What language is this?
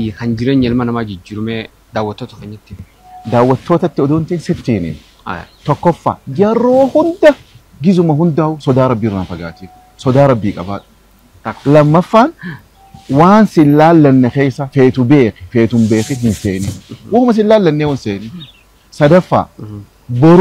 Oromo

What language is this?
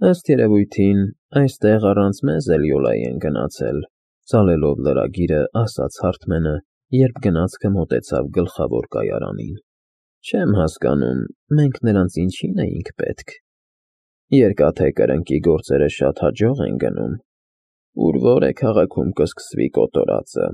Armenian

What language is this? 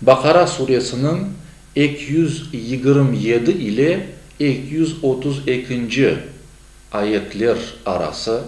Crimean Tatar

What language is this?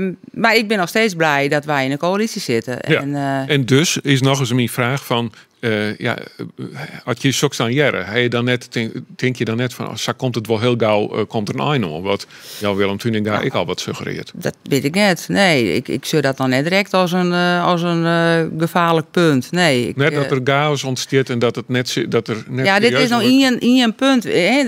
Western Frisian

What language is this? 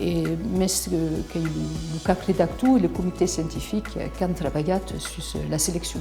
Occitan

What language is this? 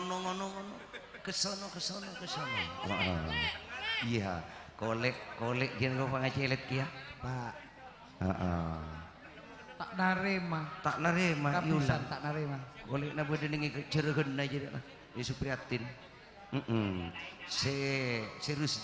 Madurese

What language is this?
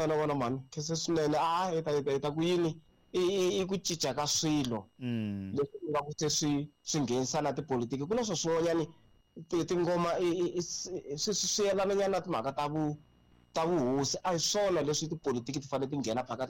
Tsonga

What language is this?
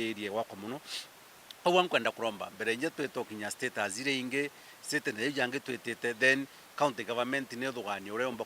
Meru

